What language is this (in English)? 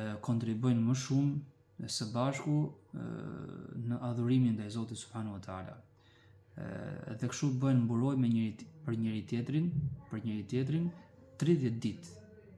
Albanian